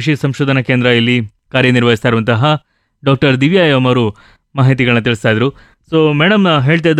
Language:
Kannada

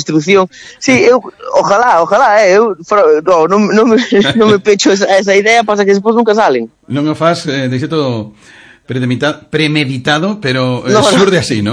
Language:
Galician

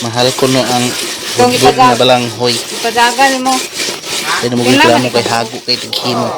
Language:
Cebuano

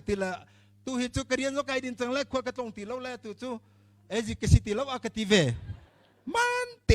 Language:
Hakha Chin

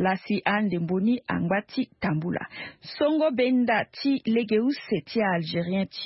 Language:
Sango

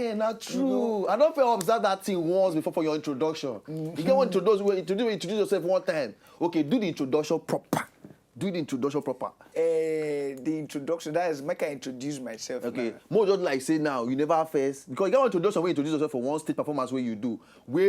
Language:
Nigerian Pidgin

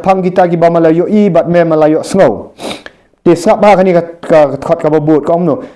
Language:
Khasi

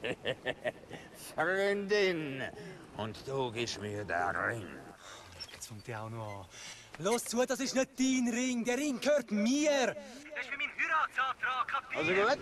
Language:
Swiss German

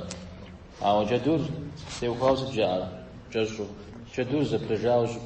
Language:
Kabardian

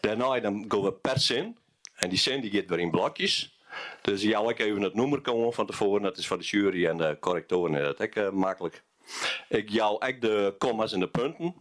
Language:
Western Frisian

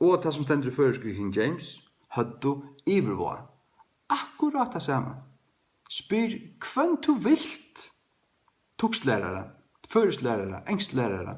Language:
Faroese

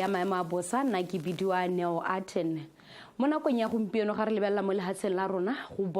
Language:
Tswana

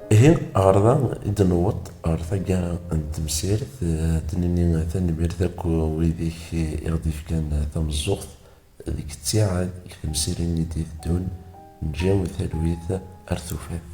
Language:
Kabyle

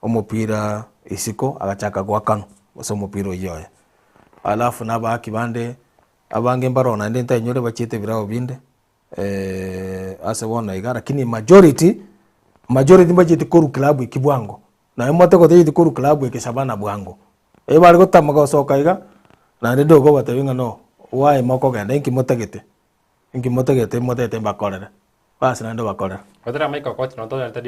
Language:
Gusii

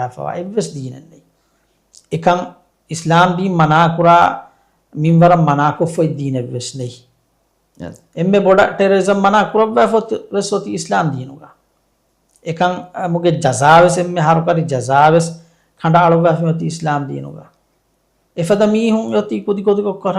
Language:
Divehi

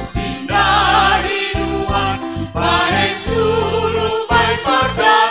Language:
Batak Simalungun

